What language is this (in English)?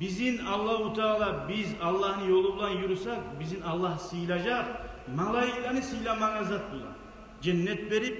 Kumyk